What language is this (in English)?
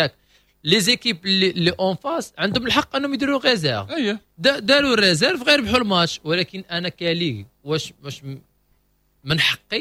Moroccan Arabic